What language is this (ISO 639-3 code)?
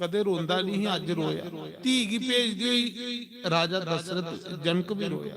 doi